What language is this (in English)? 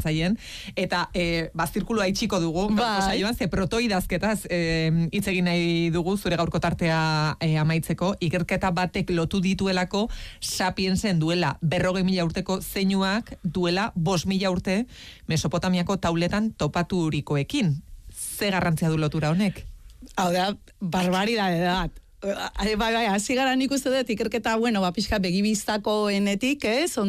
Basque